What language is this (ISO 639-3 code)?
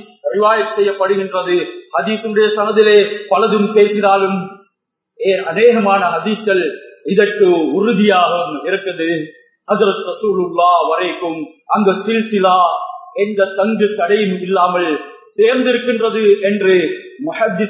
tam